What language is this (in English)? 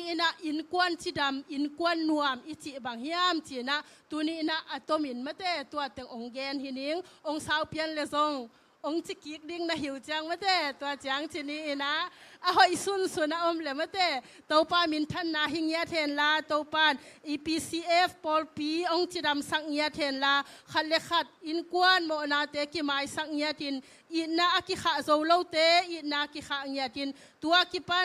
Tedim Chin